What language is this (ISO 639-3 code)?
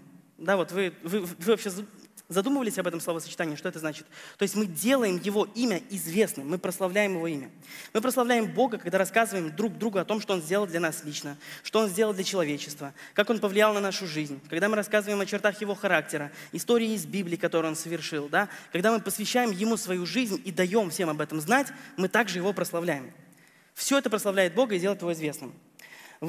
rus